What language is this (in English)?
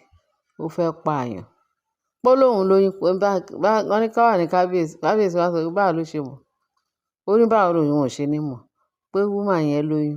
Yoruba